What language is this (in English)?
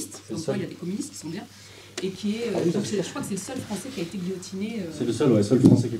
French